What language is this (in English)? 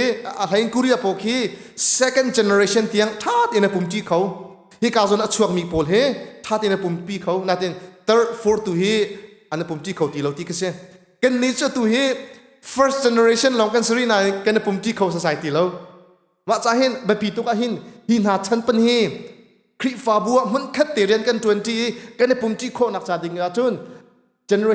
Hakha Chin